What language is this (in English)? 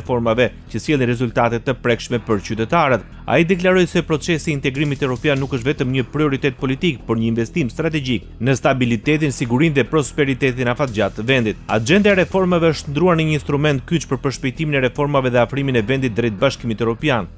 Albanian